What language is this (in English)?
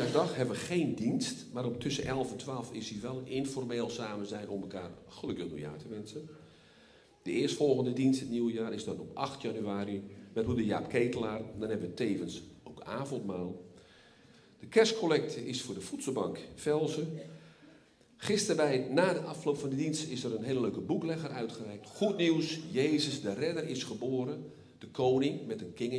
Dutch